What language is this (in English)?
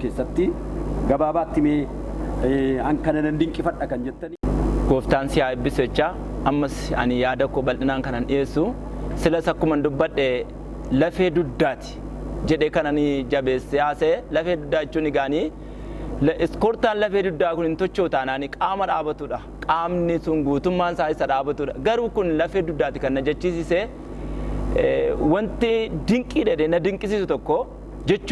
Oromo